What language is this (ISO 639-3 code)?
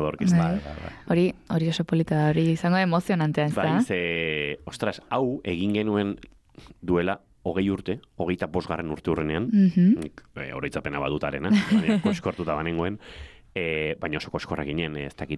eus